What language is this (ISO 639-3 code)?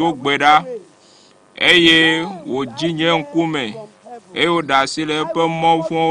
ewe